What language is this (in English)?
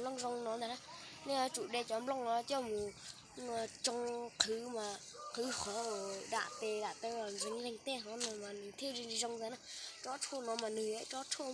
Hmong